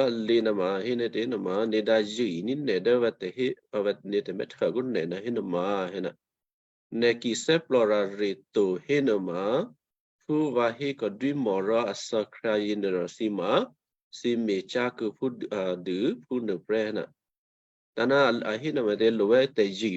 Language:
Western Kayah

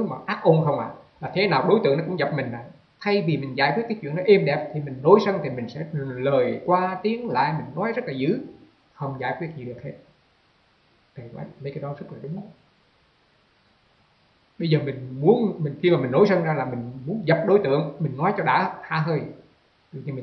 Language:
Vietnamese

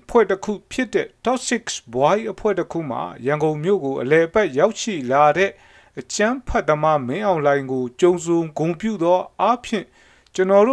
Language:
Burmese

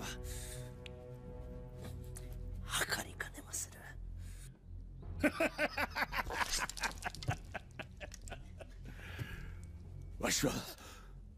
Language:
Japanese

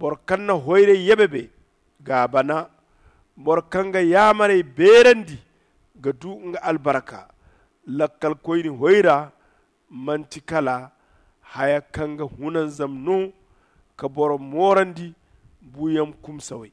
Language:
Zarma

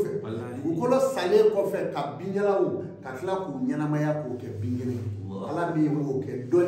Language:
Bambara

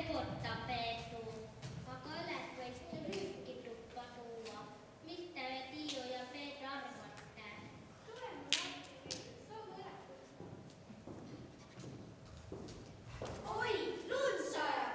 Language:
Estonian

